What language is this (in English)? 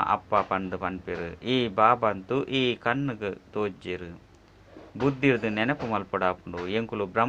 Tulu